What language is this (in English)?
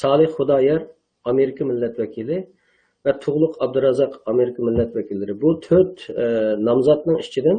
Uyghur